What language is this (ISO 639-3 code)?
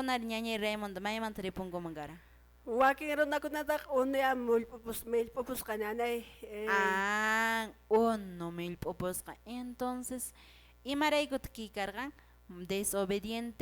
que